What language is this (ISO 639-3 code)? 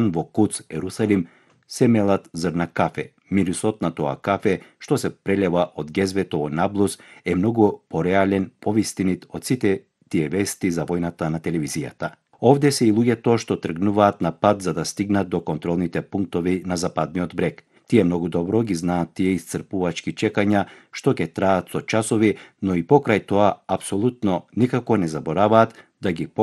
mkd